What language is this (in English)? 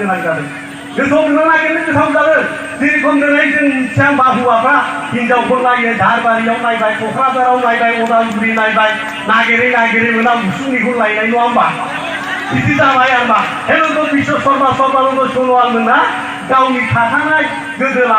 Bodo